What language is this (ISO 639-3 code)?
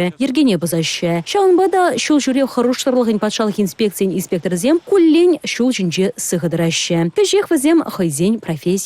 chv